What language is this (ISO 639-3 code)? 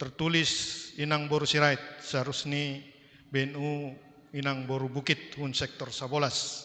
bts